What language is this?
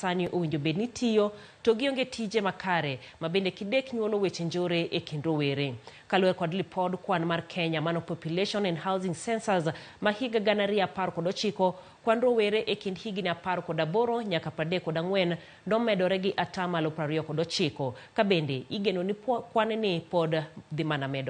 Luo (Kenya and Tanzania)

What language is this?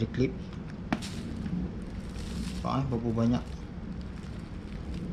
Malay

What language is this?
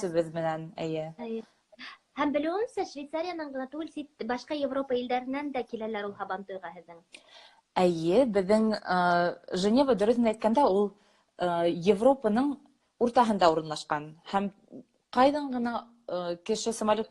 Bashkir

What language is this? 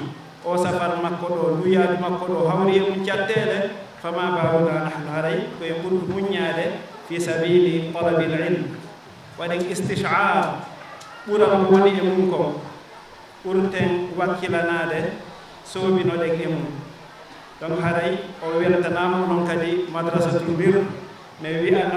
Fula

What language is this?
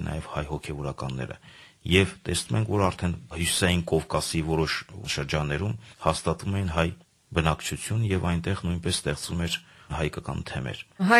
Armenian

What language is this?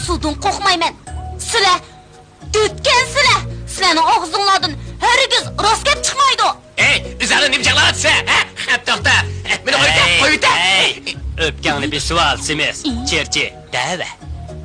Uyghur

